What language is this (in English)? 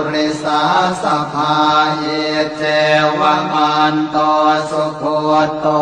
Pali